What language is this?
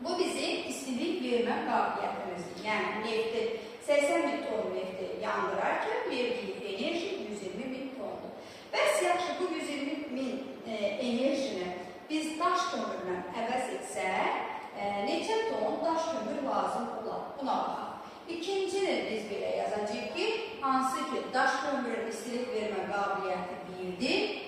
Azerbaijani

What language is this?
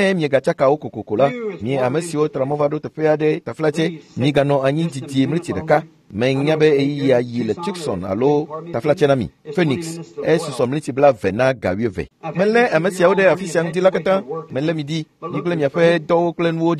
Ewe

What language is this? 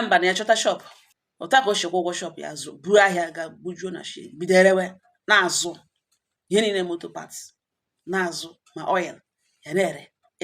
Igbo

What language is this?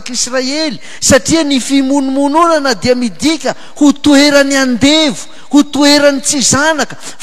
Malagasy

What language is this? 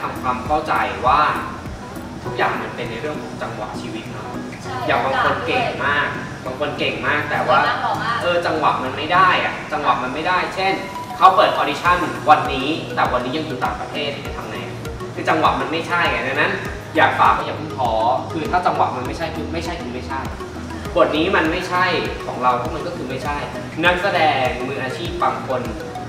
Thai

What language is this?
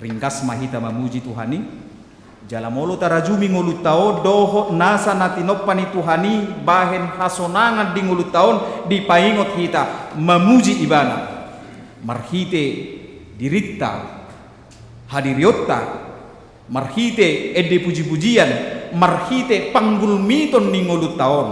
Batak Toba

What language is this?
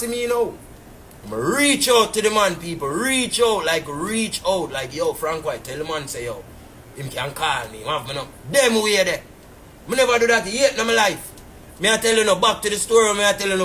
Jamaican Creole English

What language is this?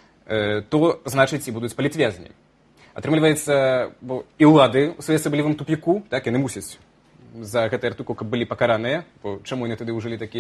Belarusian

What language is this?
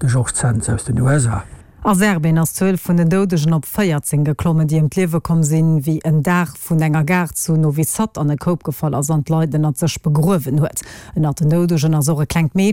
Luxembourgish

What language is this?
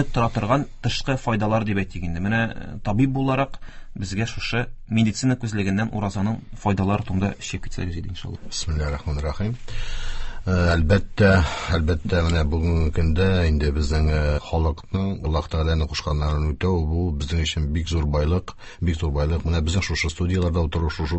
Tatar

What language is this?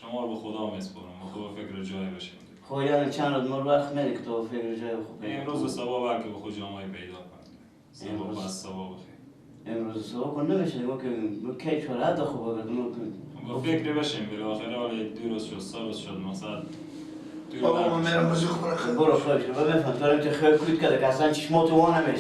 Persian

